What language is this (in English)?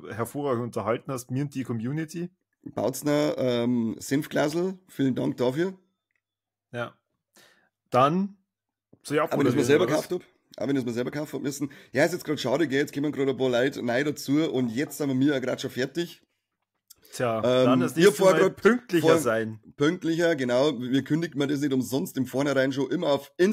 Bavarian